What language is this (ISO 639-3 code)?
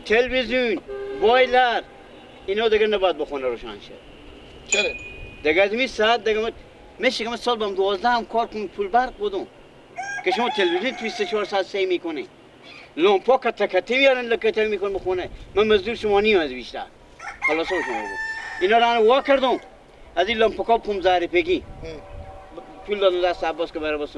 fas